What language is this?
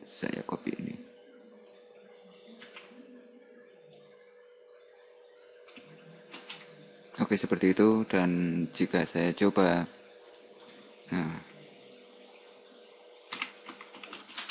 Indonesian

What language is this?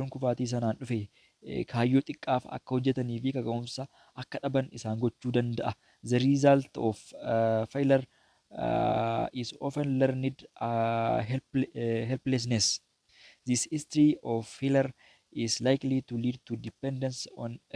Oromo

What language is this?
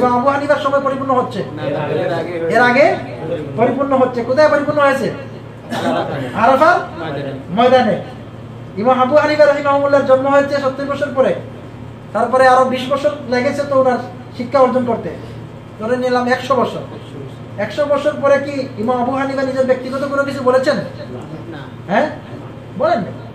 Bangla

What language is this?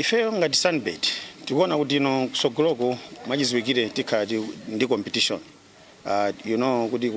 Nyanja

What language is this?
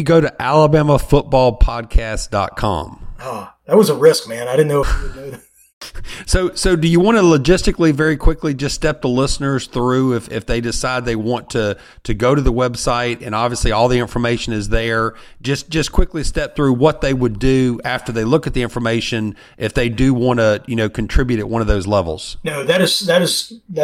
English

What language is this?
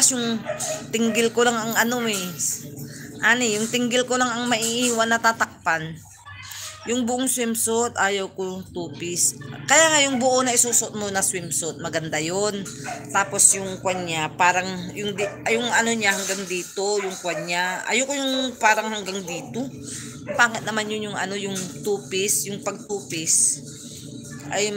Filipino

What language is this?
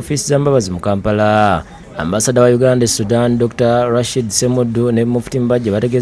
Ganda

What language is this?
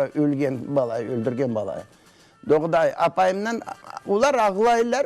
Crimean Tatar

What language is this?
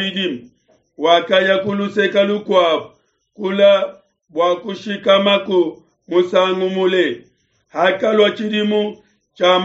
Luba-Lulua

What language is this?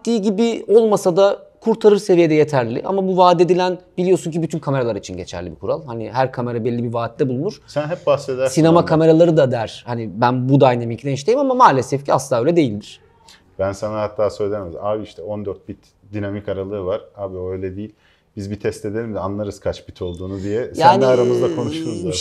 Turkish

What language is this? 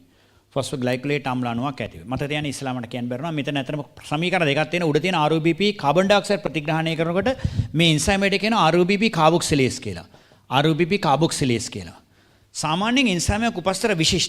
Sinhala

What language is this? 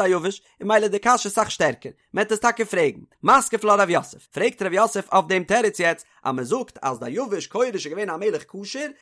Yiddish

